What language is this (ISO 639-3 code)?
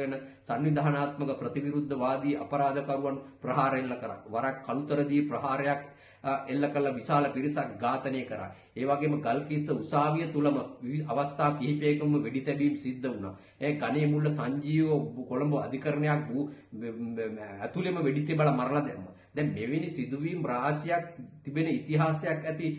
sin